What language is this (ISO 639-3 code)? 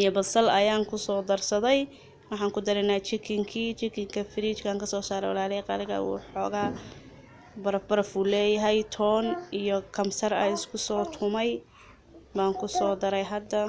som